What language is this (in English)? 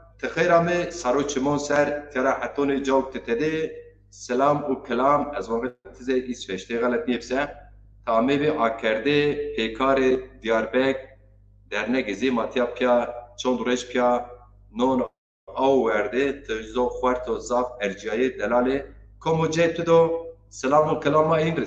Zaza